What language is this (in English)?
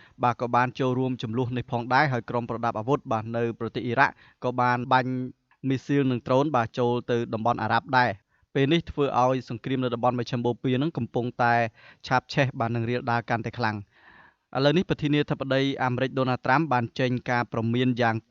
Khmer